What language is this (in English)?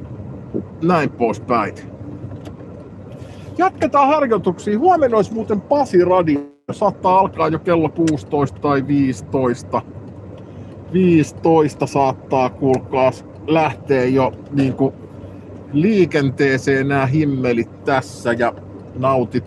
Finnish